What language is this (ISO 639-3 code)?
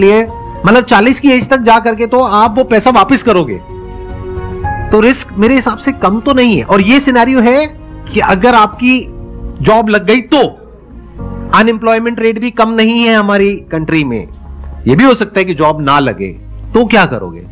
hin